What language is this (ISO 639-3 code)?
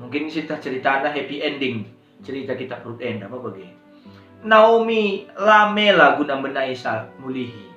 btx